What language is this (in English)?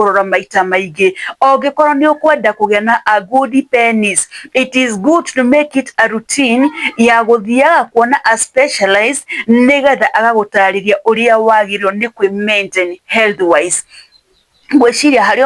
Kikuyu